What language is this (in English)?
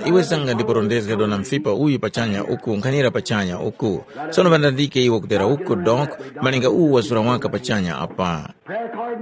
Tumbuka